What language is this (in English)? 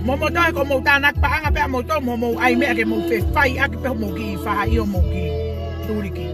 Tongan